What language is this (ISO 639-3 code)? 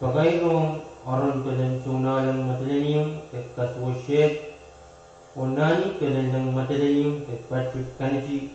pon